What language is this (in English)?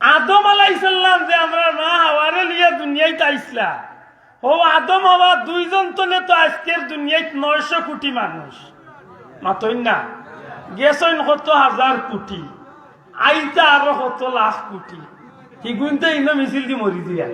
Sylheti